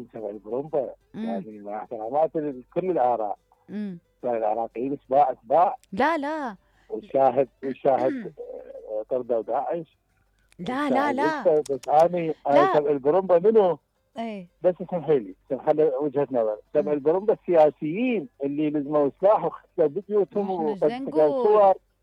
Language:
Mesopotamian Arabic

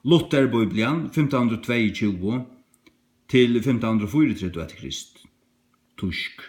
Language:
Faroese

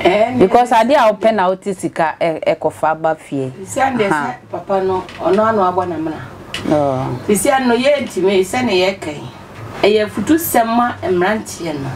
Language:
Akan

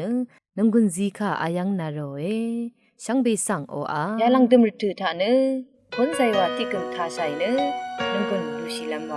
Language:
Rawang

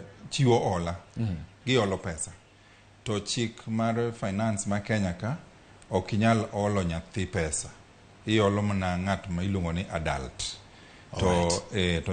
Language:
Luo (Kenya and Tanzania)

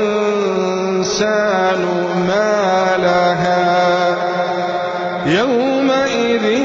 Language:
Arabic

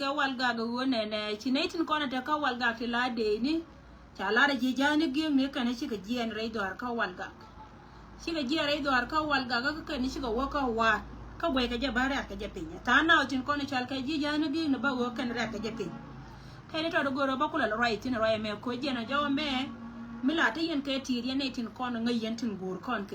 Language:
Nuer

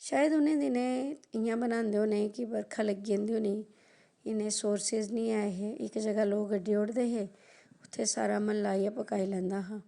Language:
Dogri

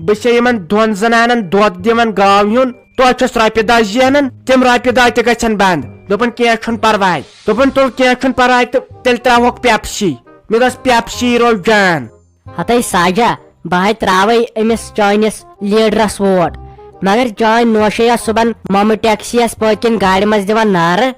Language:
Kashmiri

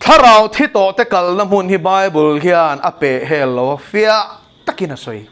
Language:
Mizo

